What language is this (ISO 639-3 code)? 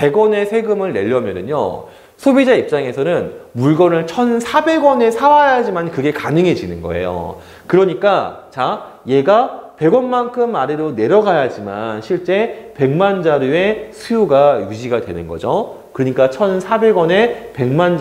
kor